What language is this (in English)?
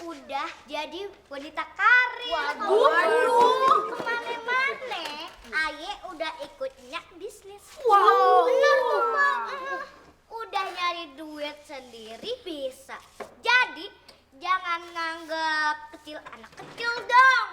Betawi